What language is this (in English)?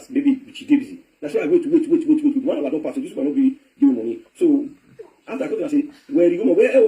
Nigerian Pidgin